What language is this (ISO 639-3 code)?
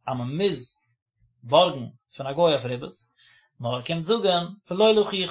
yid